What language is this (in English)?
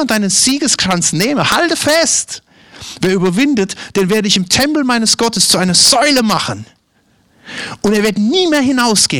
German